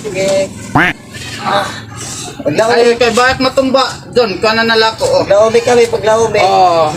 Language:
Waray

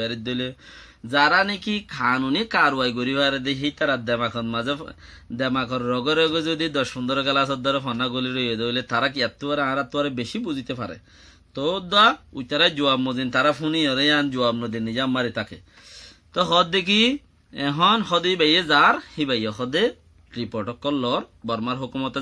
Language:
Rohingya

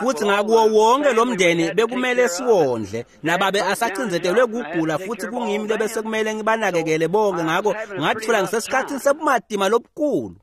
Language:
Swati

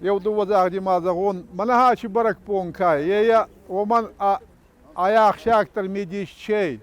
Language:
Ossetic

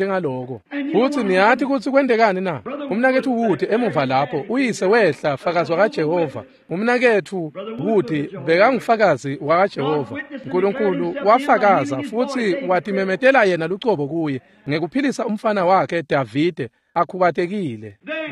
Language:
Swati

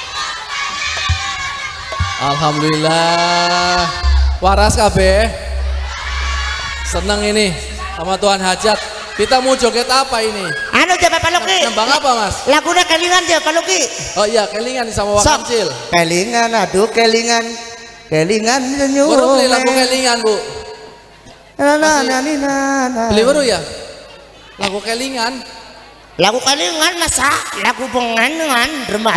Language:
Javanese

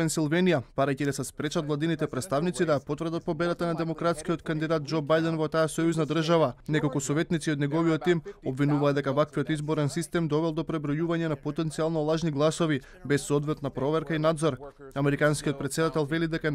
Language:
Macedonian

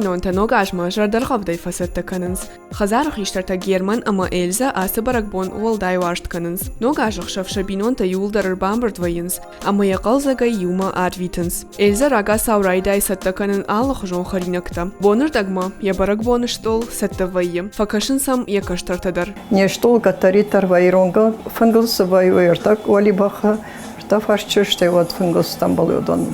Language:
Ossetic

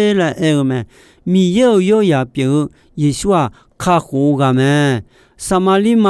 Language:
Akha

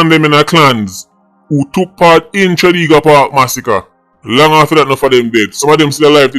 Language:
Jamaican Creole English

